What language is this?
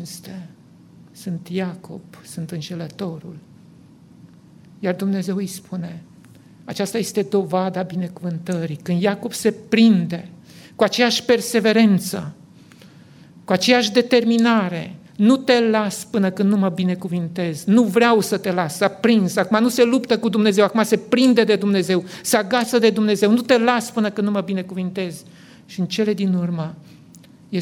Romanian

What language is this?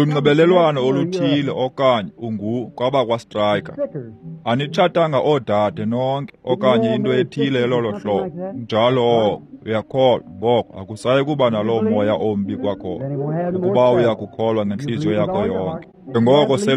Xhosa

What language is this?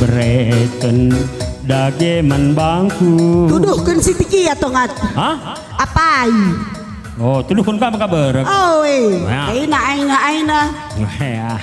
Batak Karo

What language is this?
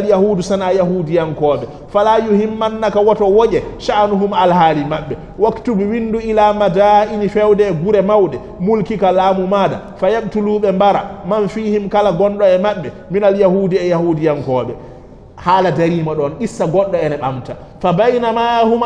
Fula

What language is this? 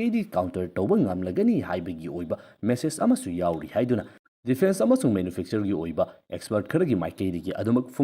Manipuri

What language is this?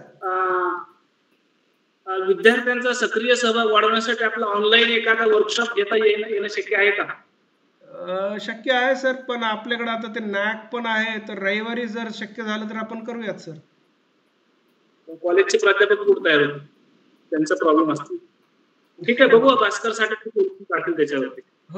Marathi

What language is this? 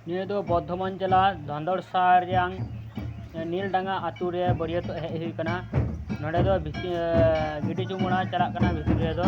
Santali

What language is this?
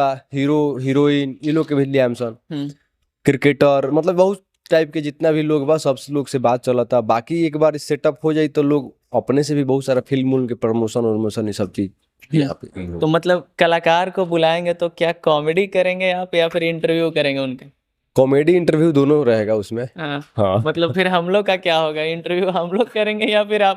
Bhojpuri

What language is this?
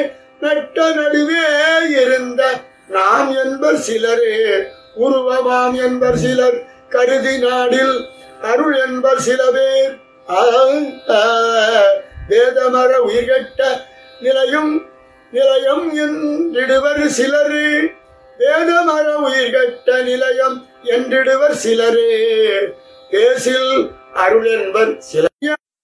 Tamil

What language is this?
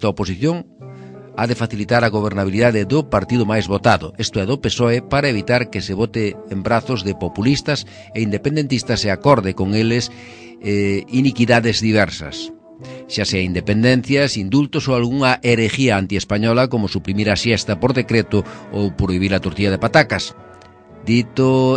Galician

